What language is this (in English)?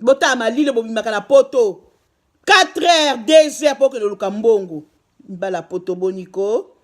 Lingala